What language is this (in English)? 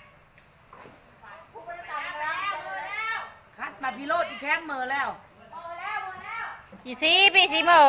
Lao